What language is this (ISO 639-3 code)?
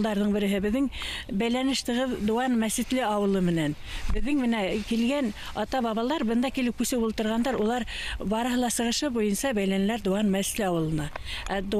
bak